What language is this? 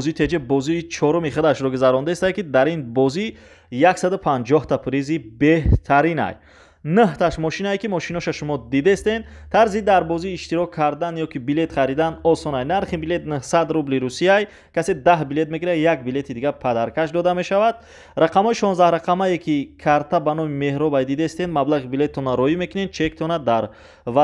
Tajik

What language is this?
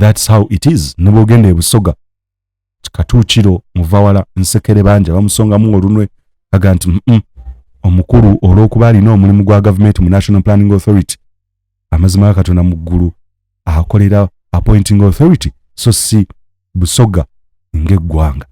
Ganda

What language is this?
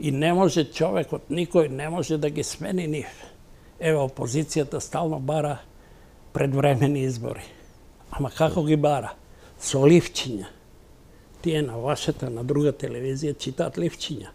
Macedonian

